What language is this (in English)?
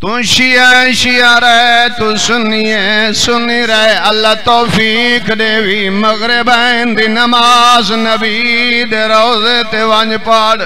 Saraiki